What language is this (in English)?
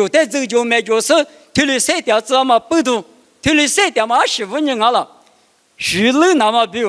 Lisu